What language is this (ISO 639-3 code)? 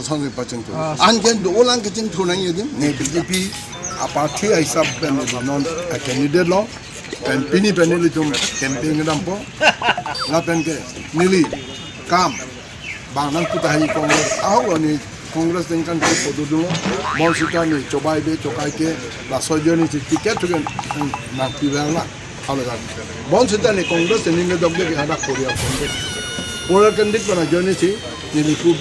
mjw